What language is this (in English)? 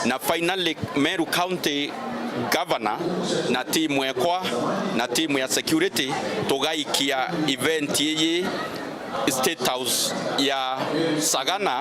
Meru